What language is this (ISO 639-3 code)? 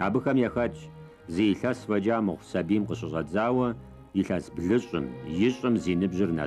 kbd